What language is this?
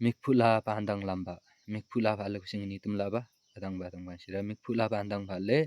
Limbu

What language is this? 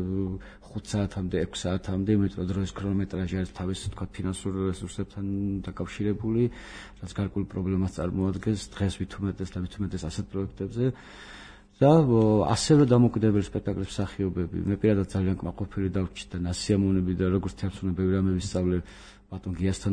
Georgian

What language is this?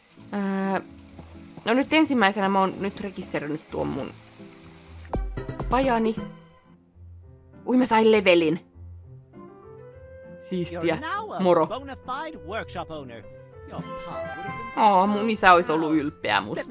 Finnish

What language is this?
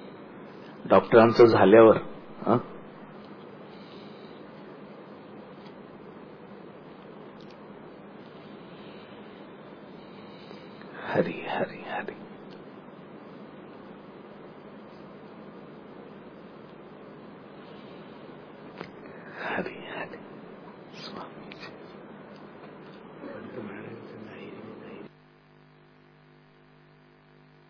Marathi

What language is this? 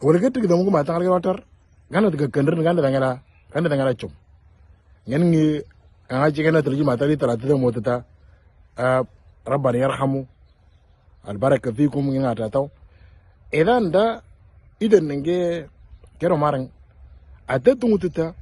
Moro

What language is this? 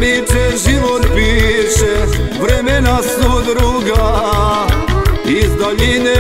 Croatian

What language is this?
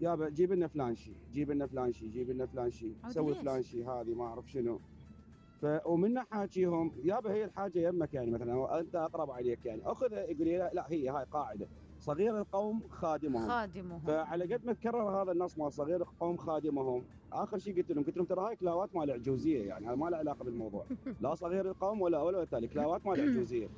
Mesopotamian Arabic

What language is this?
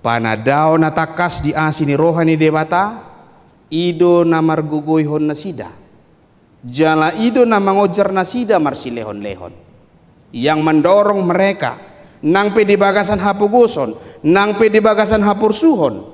Batak Toba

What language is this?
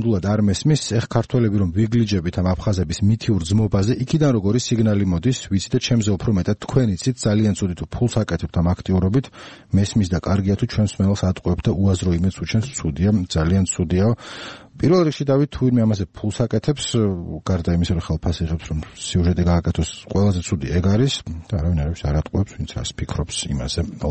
Georgian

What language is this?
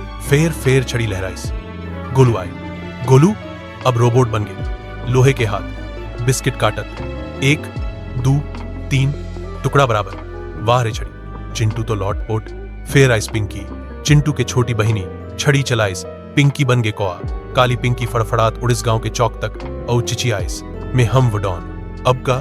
Chhattisgarhi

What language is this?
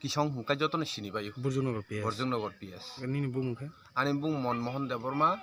Kok Borok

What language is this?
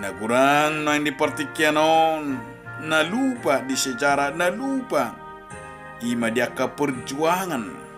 Batak Toba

